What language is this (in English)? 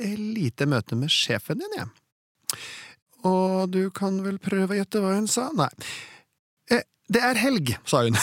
Norwegian